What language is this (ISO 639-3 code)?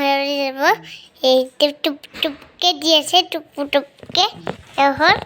asm